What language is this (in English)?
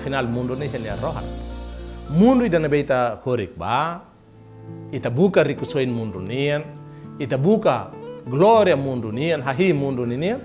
Tetum